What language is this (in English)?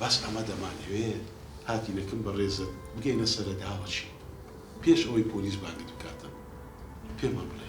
Central Kurdish